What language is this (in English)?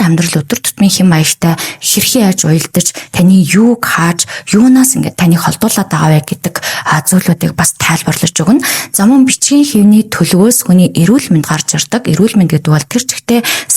Mongolian